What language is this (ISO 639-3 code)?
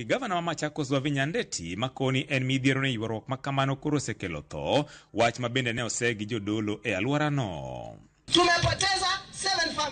luo